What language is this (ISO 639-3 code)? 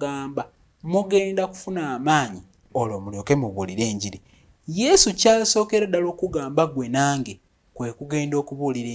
lug